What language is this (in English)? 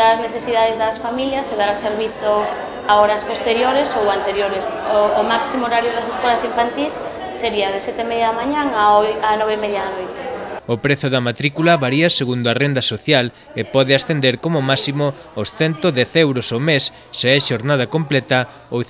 Galician